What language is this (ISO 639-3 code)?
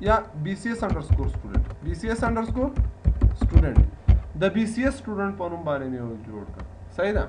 pus